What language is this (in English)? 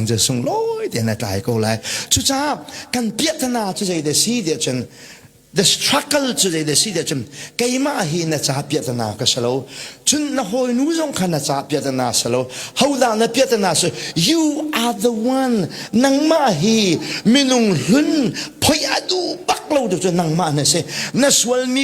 Hakha Chin